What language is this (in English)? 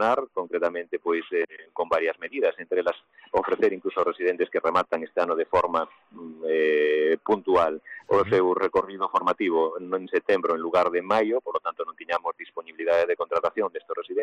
Galician